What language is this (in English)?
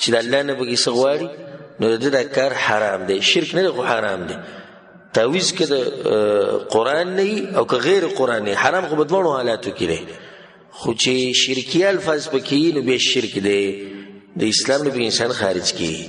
Pashto